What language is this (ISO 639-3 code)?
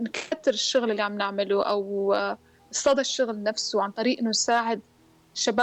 apc